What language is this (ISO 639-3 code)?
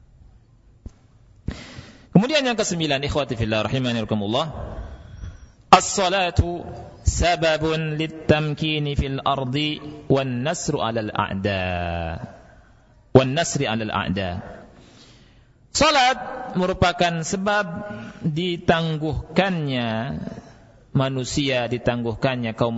ind